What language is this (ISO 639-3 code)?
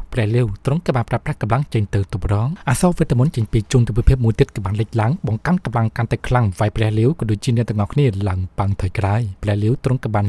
khm